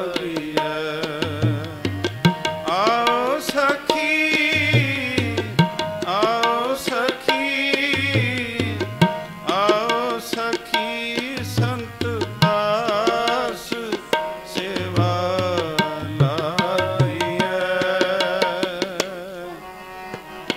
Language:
Punjabi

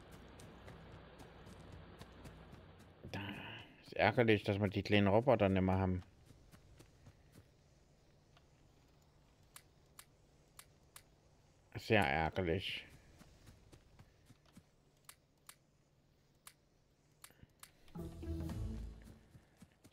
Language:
German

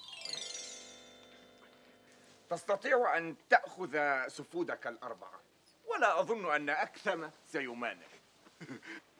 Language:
Arabic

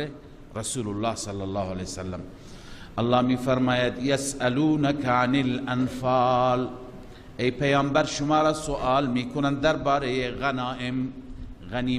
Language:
Persian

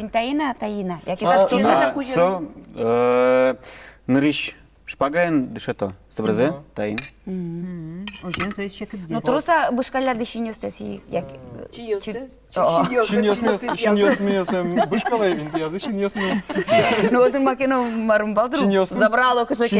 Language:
Udmurt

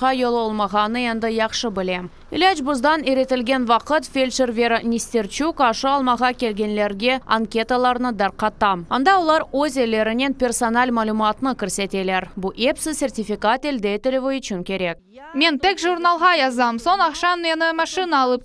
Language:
Crimean Tatar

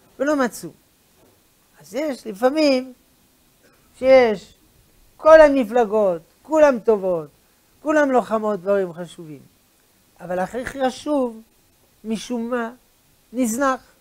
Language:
Hebrew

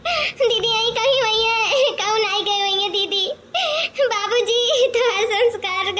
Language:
Awadhi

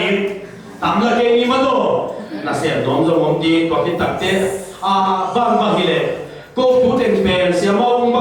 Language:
Tedim Chin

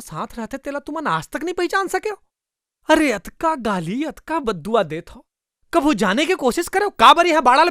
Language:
Chhattisgarhi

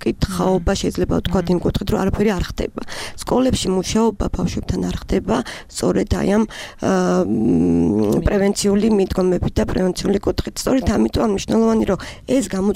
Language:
Georgian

